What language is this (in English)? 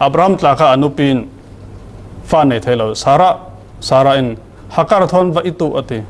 Falam Chin